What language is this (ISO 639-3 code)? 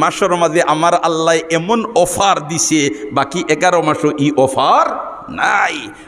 syl